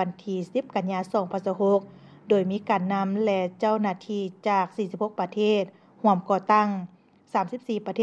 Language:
Lao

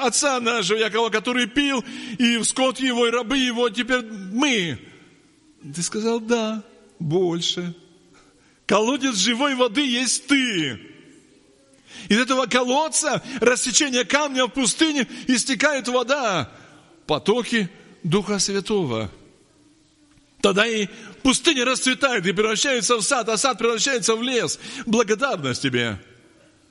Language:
Russian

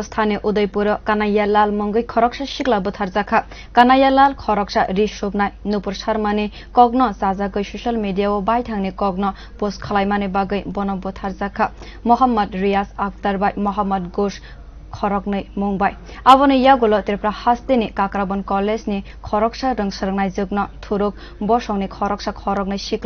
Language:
Kok Borok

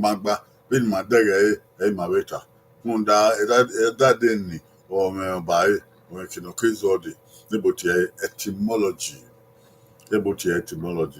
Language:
Bini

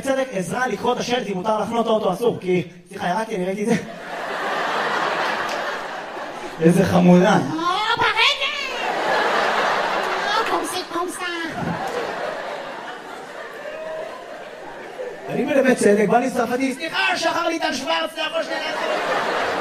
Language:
Hebrew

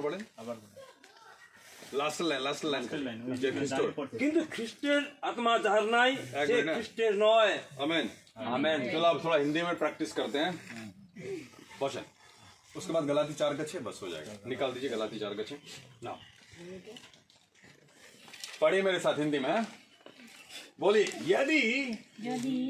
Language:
Bangla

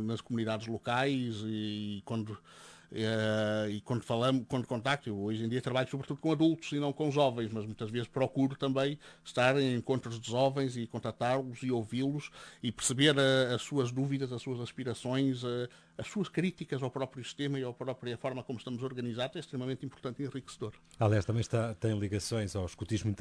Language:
Portuguese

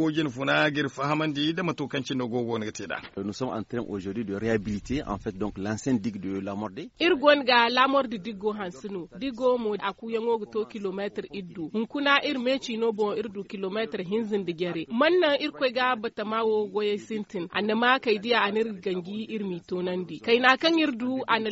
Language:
Zarma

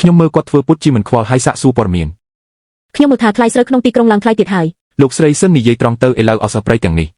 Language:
Khmer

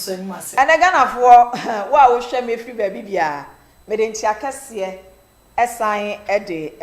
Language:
Akan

